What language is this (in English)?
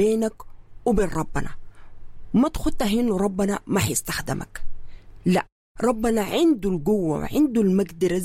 Sudanese Arabic